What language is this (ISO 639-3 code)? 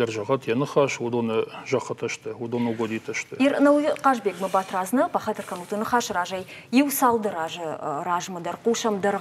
oss